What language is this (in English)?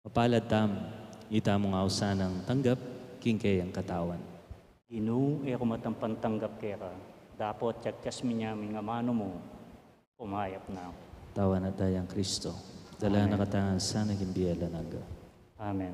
Pampanga